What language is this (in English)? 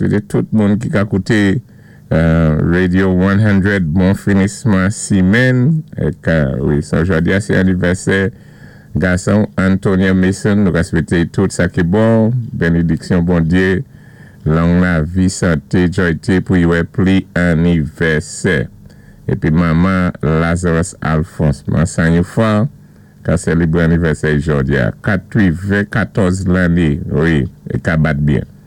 Saint Lucian Creole French